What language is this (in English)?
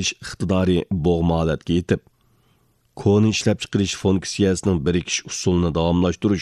Uyghur